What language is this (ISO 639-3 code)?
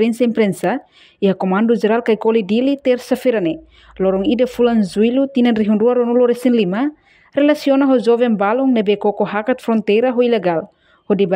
tet